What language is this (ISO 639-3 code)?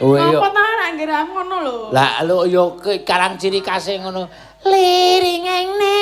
jav